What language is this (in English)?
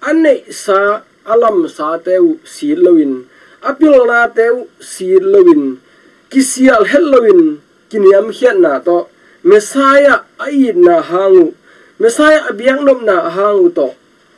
Tedim Chin